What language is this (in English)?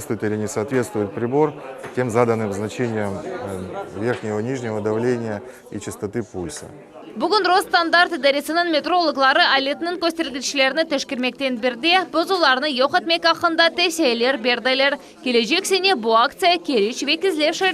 Crimean Tatar